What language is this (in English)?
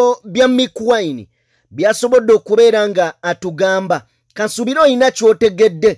Ganda